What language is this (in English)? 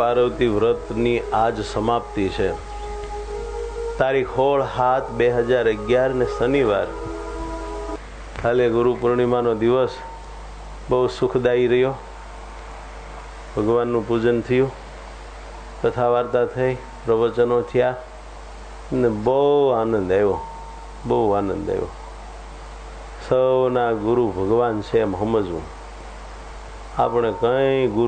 Gujarati